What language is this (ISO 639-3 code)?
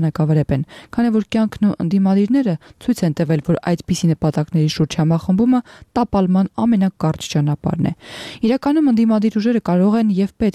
hye